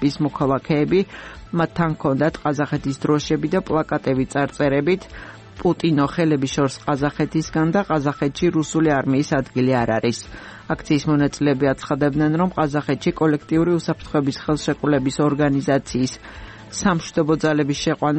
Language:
Georgian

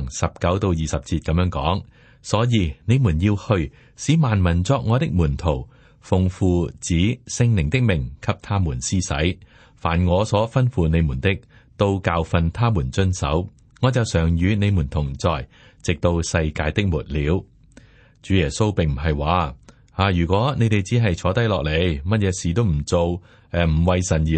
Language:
Cantonese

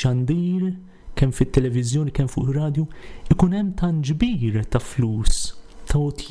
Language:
Maltese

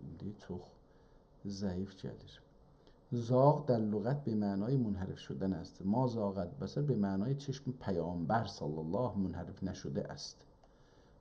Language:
South Azerbaijani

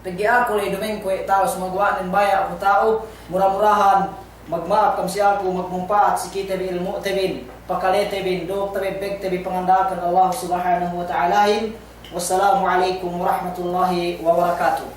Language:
Yakan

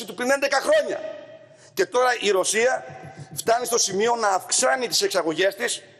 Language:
Greek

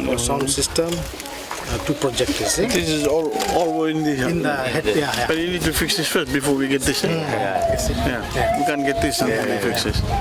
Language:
Fijian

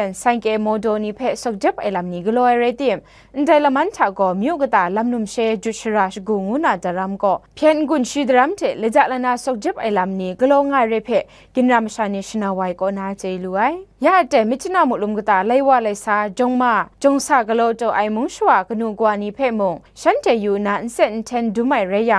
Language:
Kachin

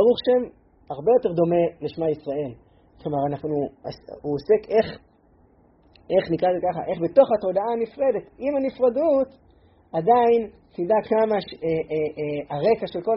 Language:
Hebrew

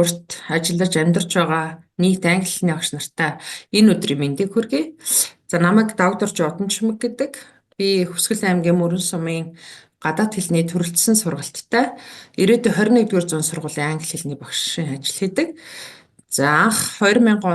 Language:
Mongolian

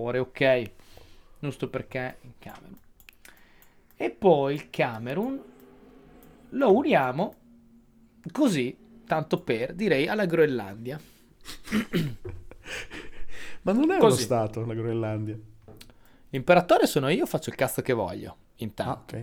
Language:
Italian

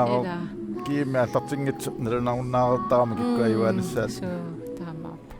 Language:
Kalaallisut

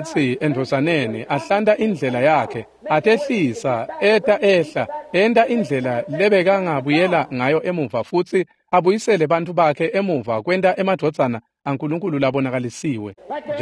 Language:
Swati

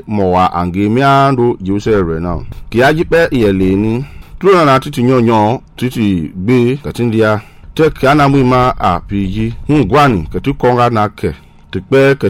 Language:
Mende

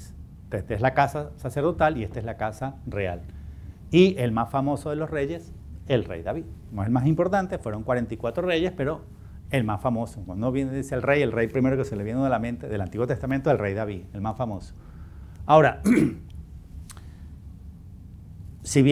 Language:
Spanish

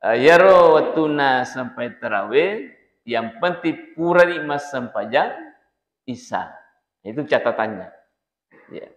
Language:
Buginese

